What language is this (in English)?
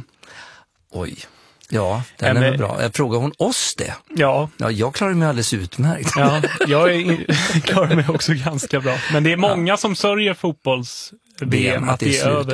Swedish